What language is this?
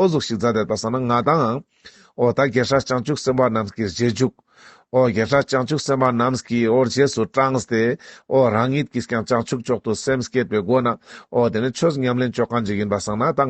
Ladakhi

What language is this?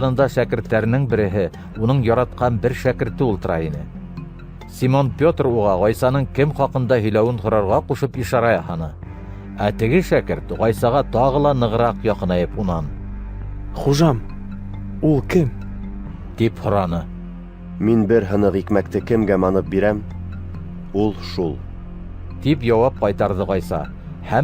Bashkir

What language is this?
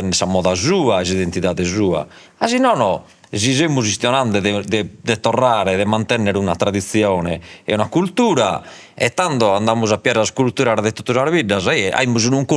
Sardinian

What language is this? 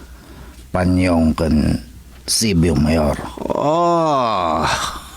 Iloko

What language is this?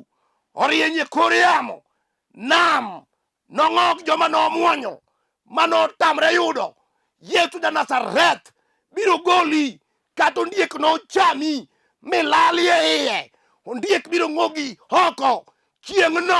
Luo (Kenya and Tanzania)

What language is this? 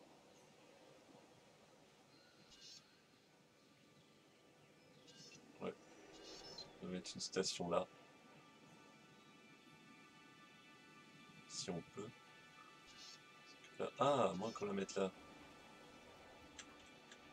French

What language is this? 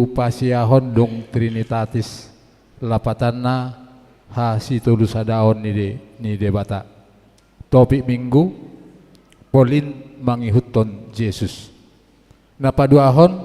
Batak Toba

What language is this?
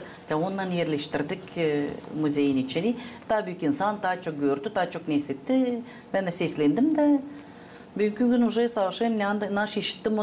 Gagauz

